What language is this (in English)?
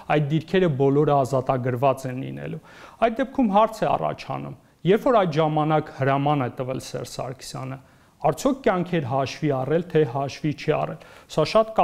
Armenian